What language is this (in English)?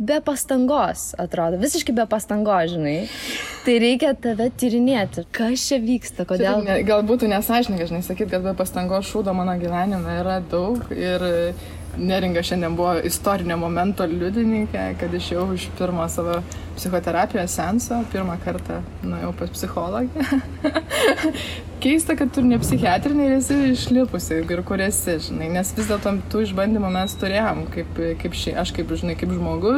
Lithuanian